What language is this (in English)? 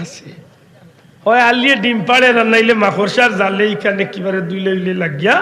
Sylheti